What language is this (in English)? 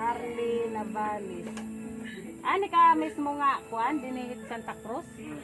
Waray